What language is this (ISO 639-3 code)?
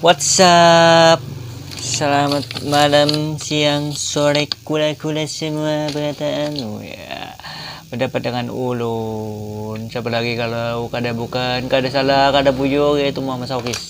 bjn